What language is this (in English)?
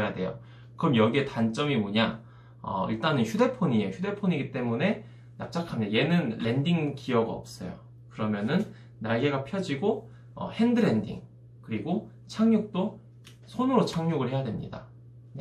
Korean